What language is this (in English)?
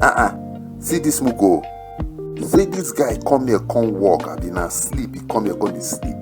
Nigerian Pidgin